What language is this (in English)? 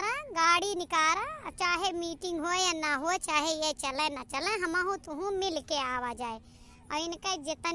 Awadhi